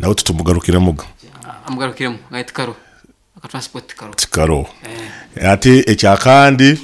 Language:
Nyoro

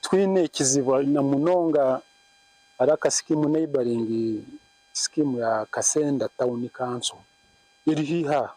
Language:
Nyankole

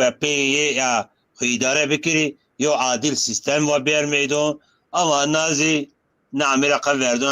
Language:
Zaza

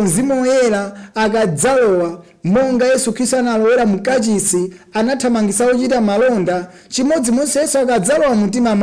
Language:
Nyanja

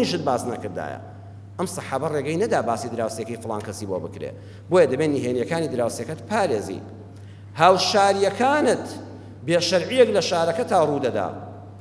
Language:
Central Kurdish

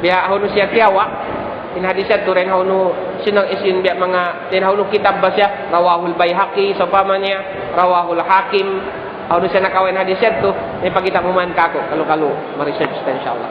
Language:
Tausug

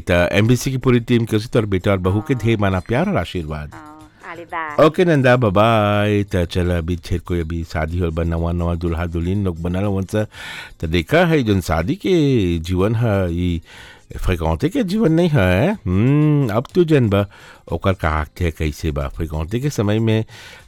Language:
Bhojpuri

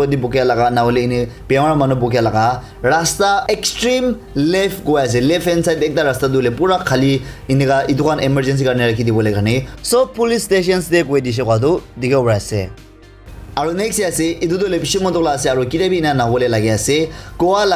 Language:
Naga Pidgin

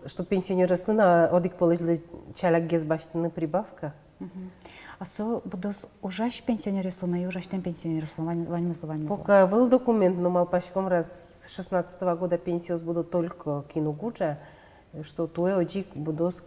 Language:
Udmurt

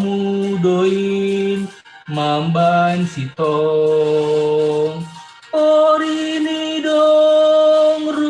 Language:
Batak Simalungun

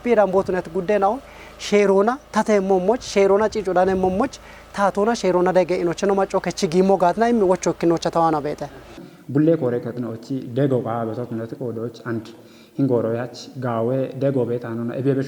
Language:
Kafa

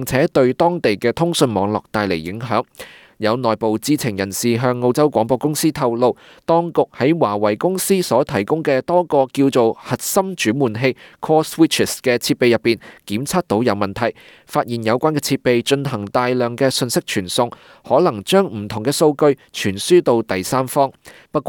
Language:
Cantonese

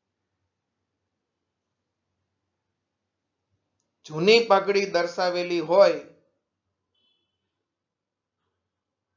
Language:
Gujarati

